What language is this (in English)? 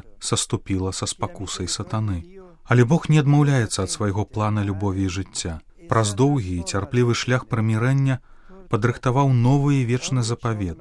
Belarusian